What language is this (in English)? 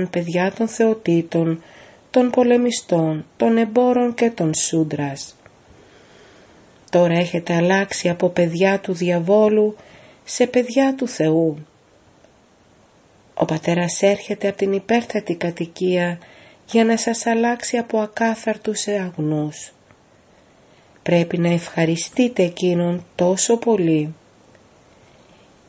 Greek